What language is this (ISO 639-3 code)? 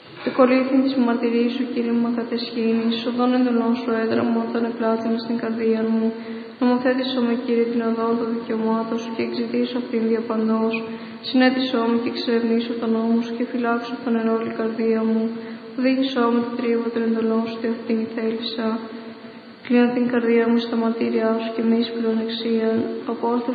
ell